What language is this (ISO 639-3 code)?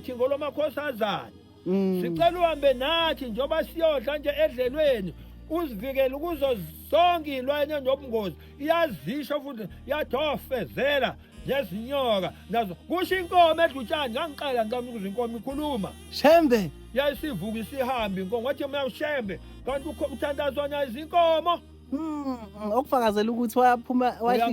zul